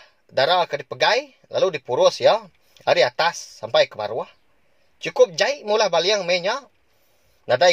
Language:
Iban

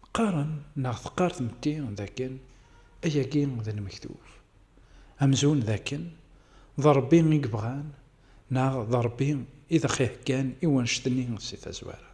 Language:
Kabyle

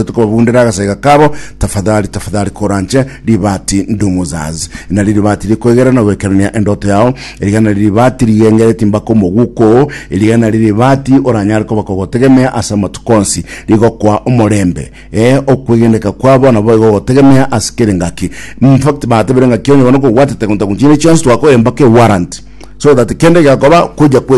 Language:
Gusii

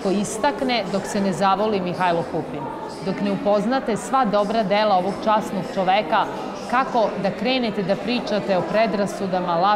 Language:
Serbian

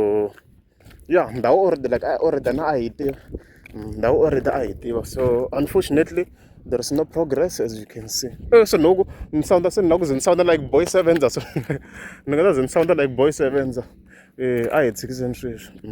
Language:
Tsonga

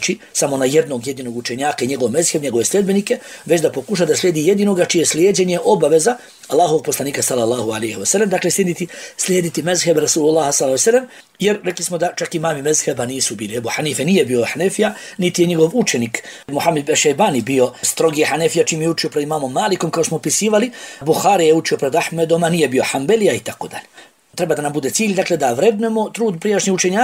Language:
Bosnian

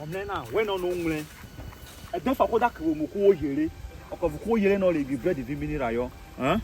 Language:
Urhobo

